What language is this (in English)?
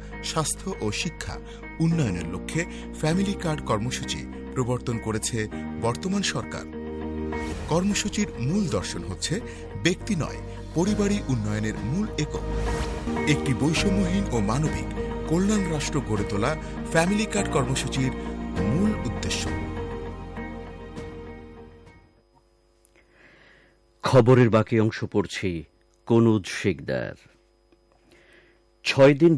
Bangla